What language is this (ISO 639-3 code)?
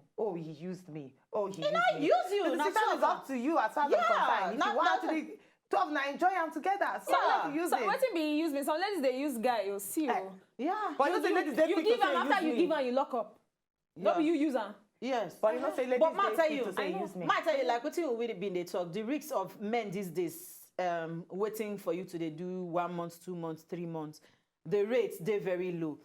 pcm